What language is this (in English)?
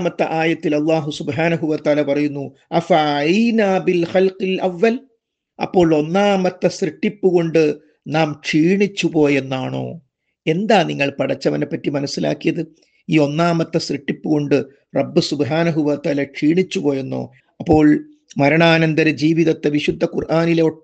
Malayalam